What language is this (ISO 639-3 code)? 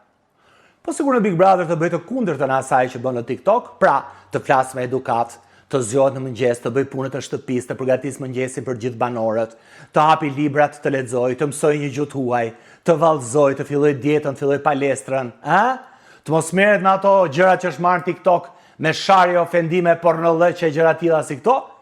sqi